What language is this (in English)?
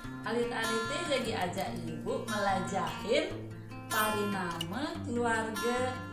Balinese